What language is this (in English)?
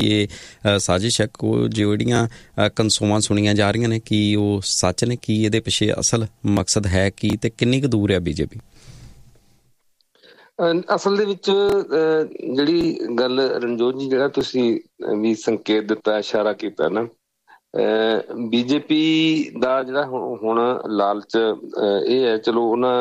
Punjabi